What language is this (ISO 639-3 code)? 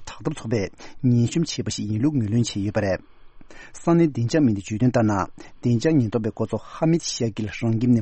bod